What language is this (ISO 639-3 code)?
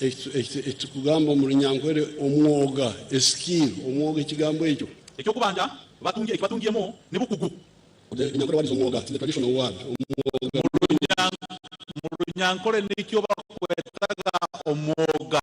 nyn